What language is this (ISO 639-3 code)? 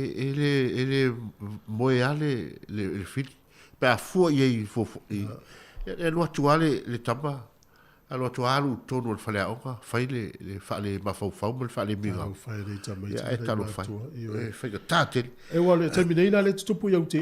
smo